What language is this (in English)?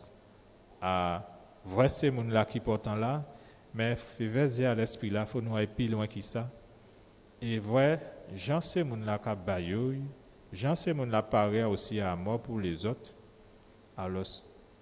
Guadeloupean Creole French